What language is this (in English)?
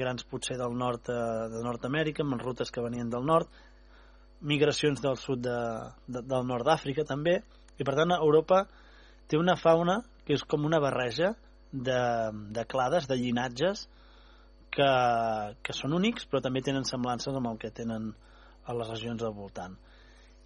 Catalan